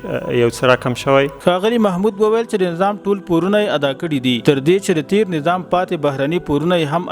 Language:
Pashto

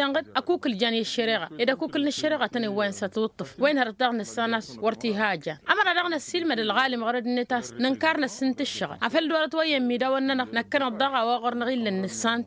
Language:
Tamasheq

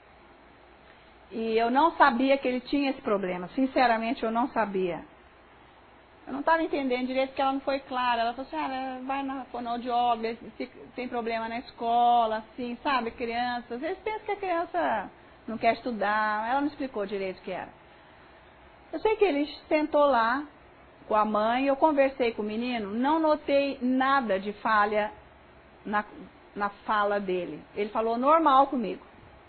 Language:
Portuguese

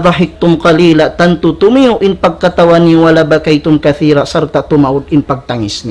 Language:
Tausug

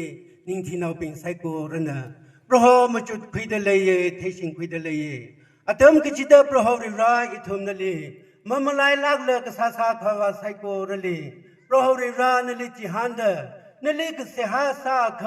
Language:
Tangkhul Naga (India)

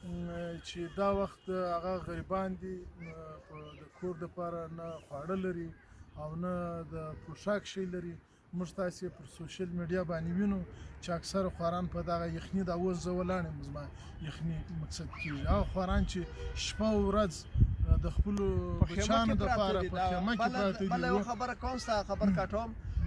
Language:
Pashto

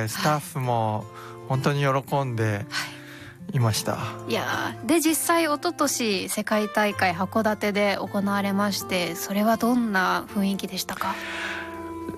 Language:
Japanese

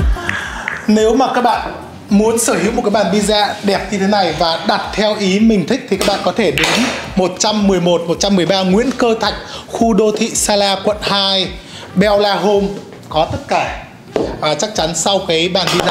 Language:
Vietnamese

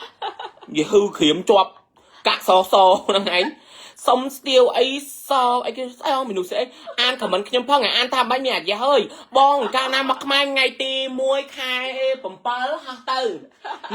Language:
Khmer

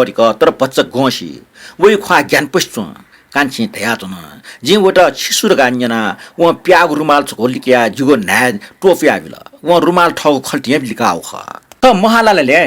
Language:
Newari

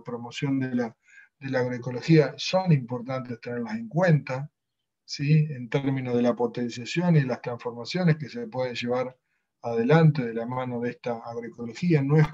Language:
Spanish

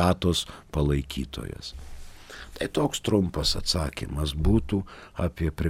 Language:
Lithuanian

